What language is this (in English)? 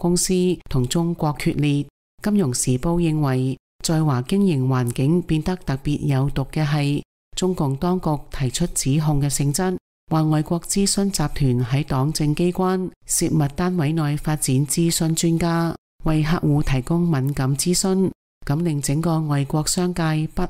Cantonese